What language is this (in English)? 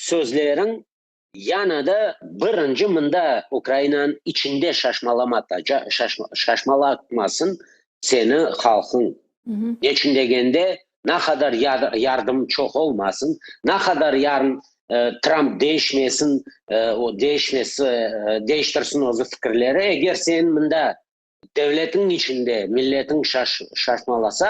Crimean Tatar